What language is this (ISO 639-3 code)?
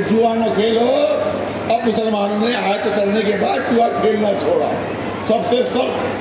urd